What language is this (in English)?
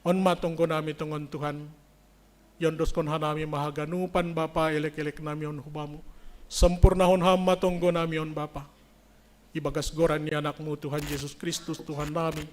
Batak Simalungun